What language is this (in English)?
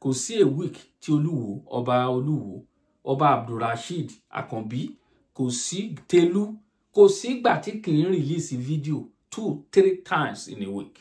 Yoruba